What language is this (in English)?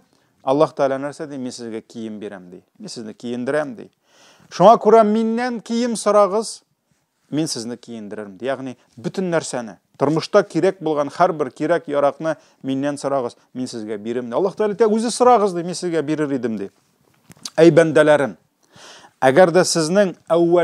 Tatar